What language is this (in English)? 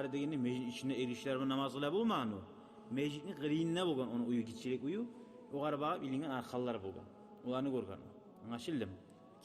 Kumyk